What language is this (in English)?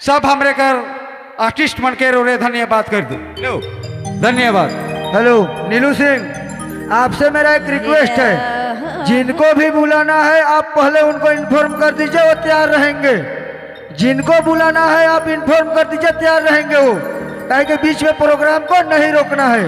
Sadri